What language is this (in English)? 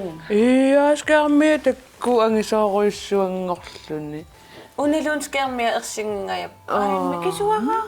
Kalaallisut